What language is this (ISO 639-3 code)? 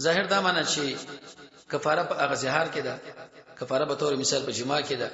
pus